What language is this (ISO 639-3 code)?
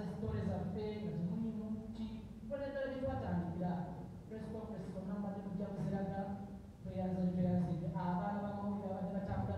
lug